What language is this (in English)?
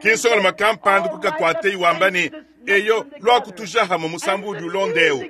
Luba-Lulua